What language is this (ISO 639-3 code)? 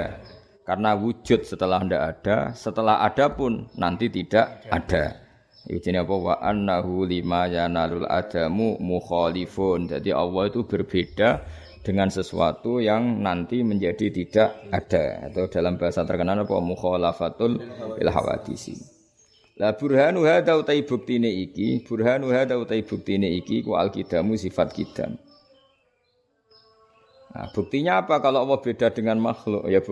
ind